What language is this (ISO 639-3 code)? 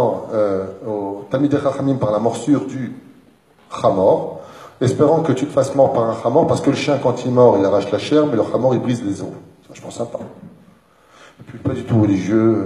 fra